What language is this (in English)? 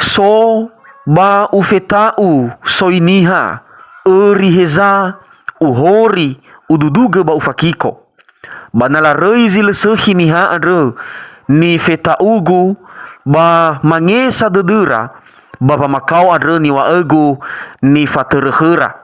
Nias